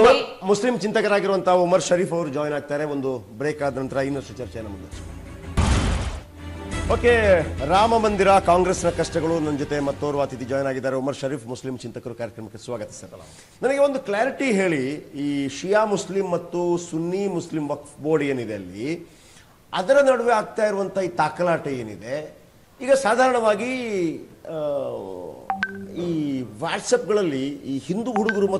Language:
Kannada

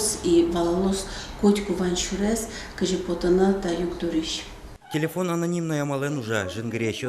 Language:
Udmurt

